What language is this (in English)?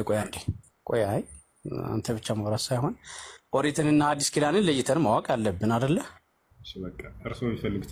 Amharic